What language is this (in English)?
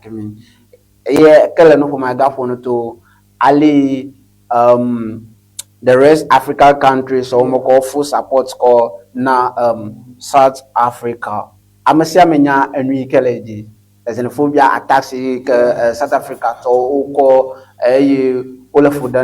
Ewe